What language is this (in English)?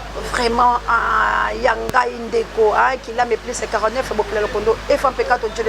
Lingala